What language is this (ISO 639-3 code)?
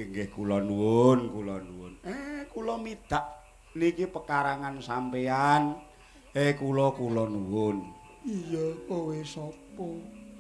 jav